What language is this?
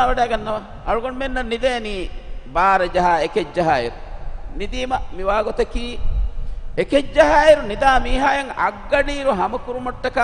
Divehi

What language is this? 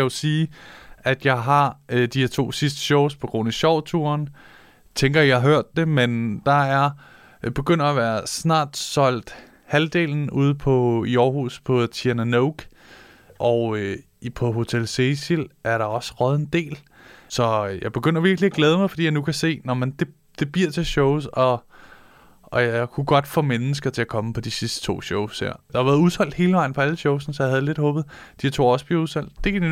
Danish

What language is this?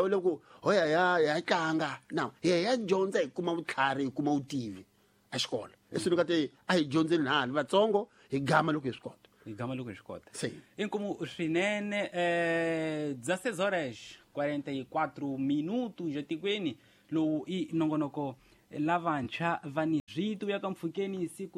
Tsonga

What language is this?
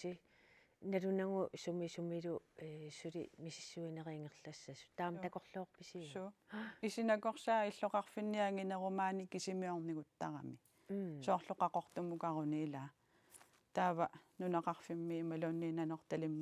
Kalaallisut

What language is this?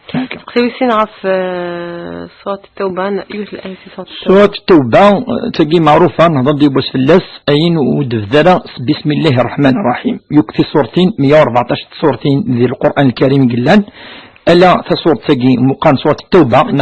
Kabyle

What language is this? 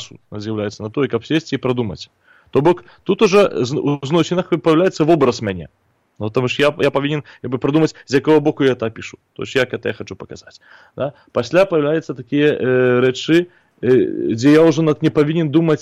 Belarusian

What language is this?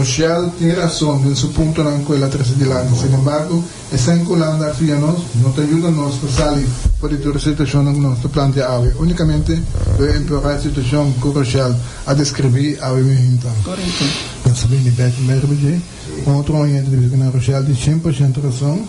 Papiamento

